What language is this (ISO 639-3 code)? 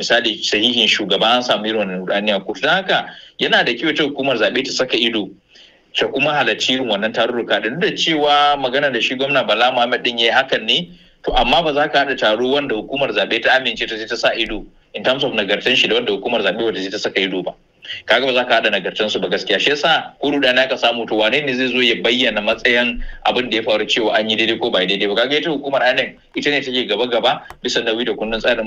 hau